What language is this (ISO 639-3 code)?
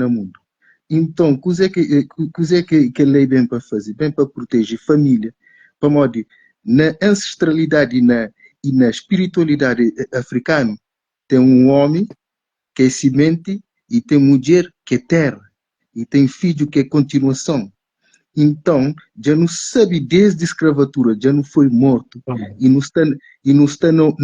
kea